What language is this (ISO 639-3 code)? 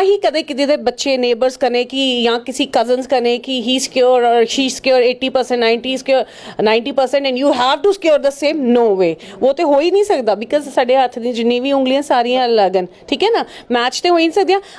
doi